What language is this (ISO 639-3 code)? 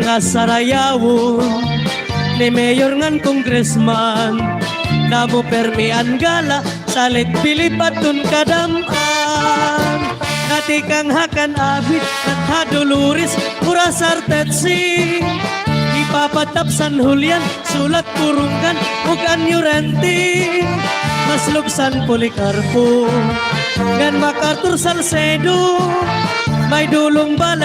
war